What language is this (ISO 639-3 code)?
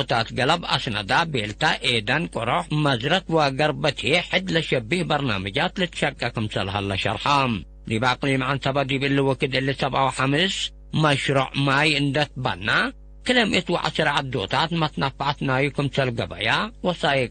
tig